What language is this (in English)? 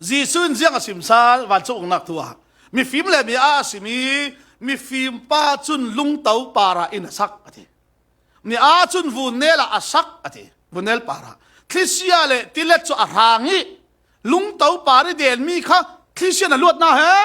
Falam Chin